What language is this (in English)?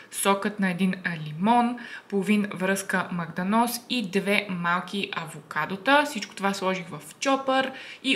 Bulgarian